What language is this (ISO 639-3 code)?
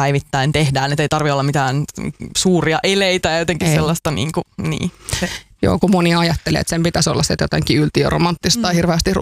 fin